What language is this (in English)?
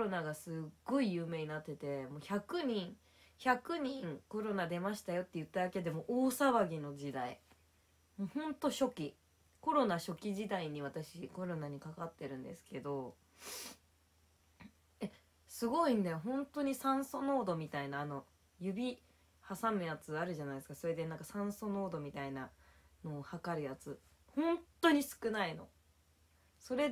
Japanese